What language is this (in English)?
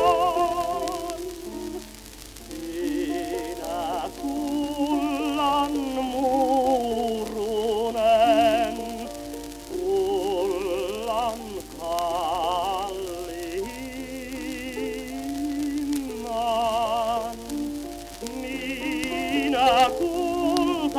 Finnish